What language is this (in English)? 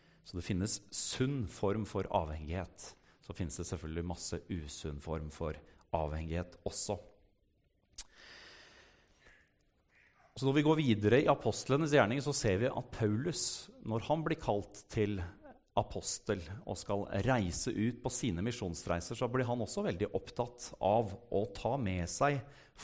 Norwegian